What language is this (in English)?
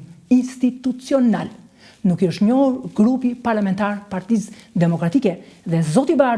Albanian